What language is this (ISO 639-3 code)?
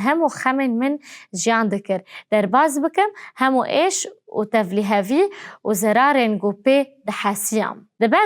kur